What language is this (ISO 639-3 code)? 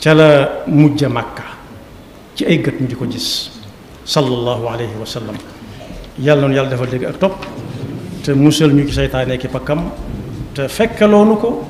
wol